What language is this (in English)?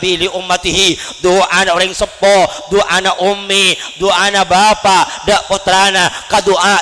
Madurese